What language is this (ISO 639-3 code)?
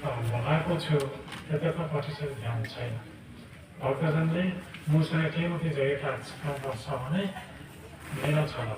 nep